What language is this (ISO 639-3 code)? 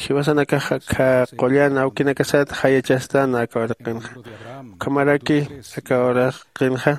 aym